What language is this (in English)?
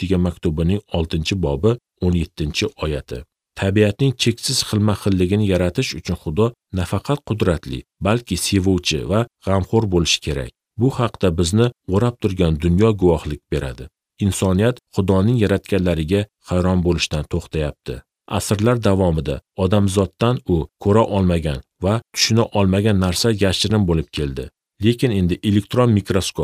Uzbek